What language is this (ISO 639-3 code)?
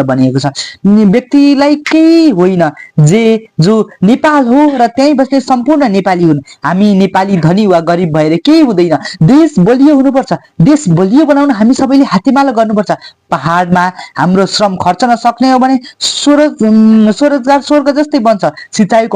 nep